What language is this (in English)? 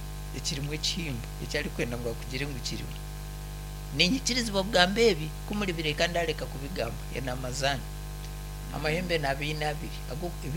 Nyankole